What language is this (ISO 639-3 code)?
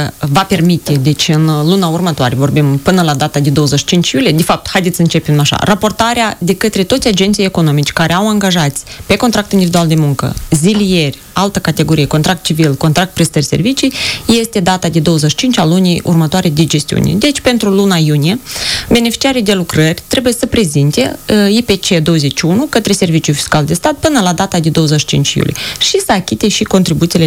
ron